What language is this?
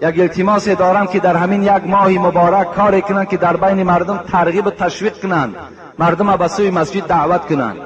Tajik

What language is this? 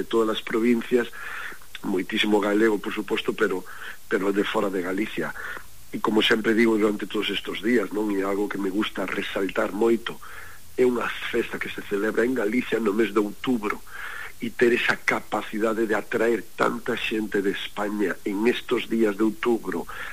Galician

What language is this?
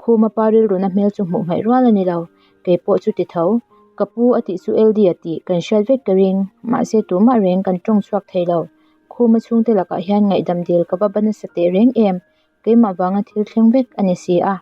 Mizo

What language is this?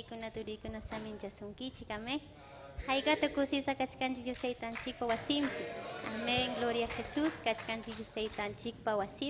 Ayacucho Quechua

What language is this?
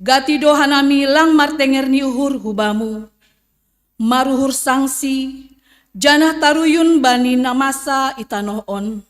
Batak Simalungun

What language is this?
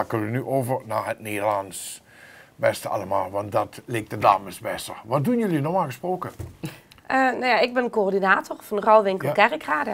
Limburgish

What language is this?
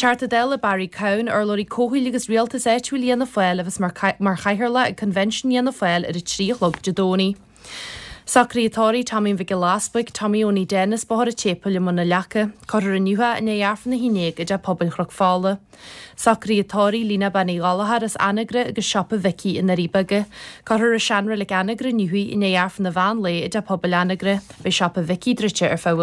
Irish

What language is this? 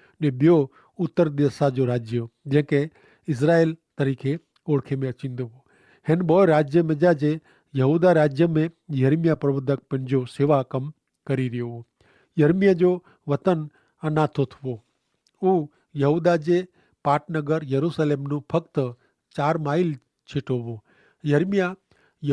Kachhi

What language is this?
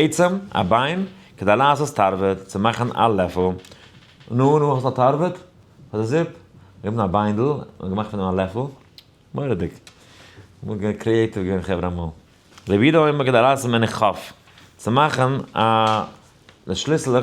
Yiddish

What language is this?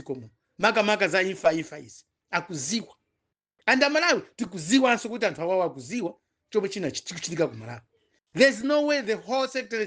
Nyanja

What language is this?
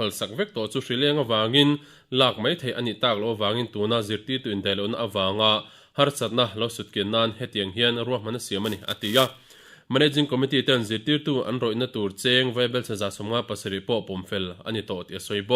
Mizo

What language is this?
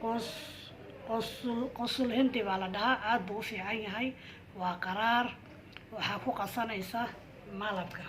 Somali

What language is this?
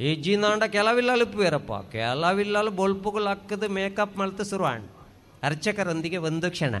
Tulu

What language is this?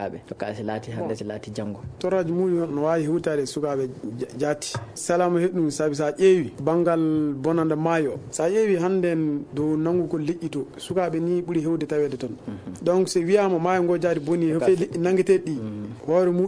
Fula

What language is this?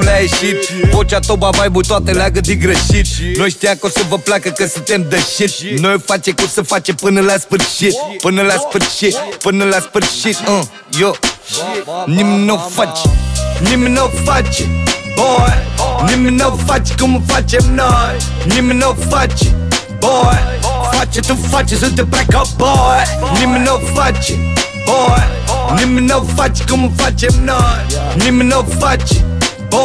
Romanian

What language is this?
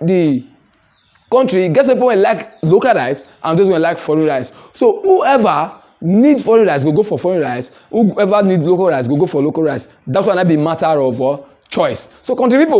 Nigerian Pidgin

